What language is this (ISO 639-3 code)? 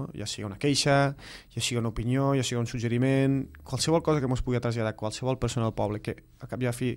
cat